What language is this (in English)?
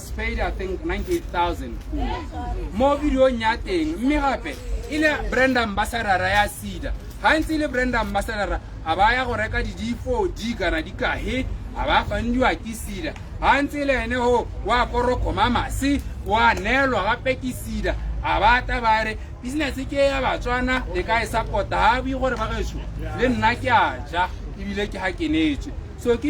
Tswana